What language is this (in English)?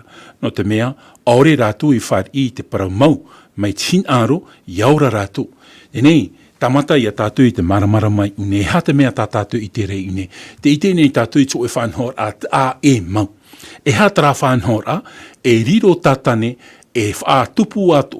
Tahitian